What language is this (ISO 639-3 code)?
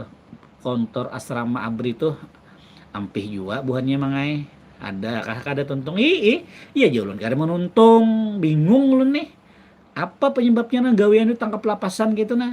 bjn